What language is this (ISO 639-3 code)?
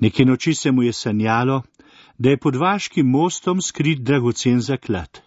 slv